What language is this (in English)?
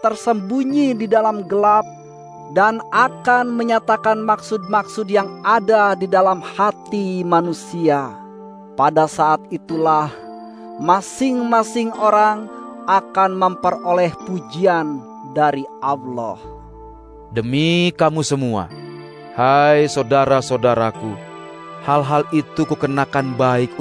Indonesian